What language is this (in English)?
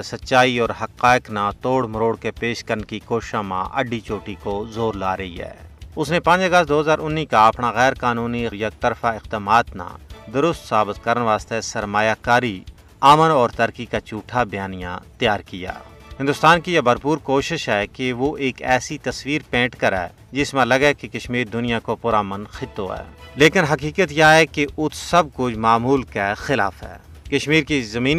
Gujari